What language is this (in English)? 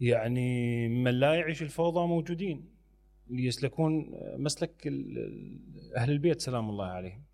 Mesopotamian Arabic